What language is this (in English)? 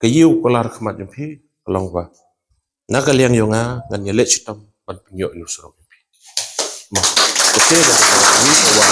Khasi